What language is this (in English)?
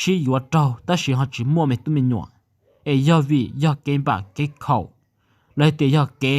Hmong